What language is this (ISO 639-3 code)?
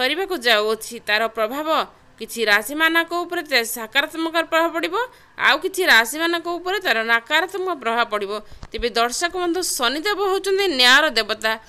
ori